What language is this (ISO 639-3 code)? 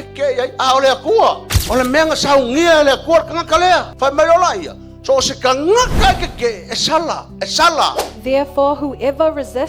smo